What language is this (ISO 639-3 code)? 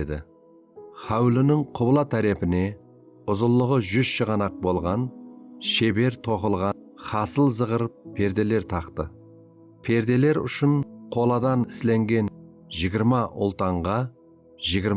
kaa